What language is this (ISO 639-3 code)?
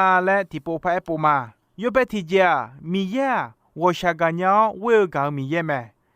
ahk